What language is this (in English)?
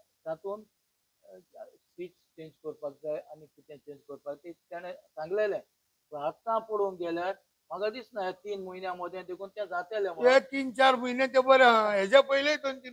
Konkani